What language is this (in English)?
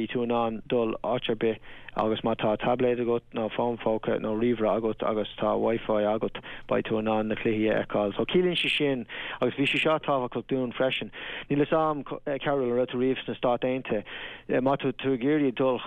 Irish